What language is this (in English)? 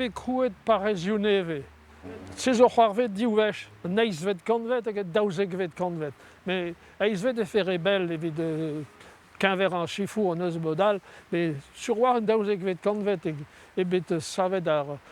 Breton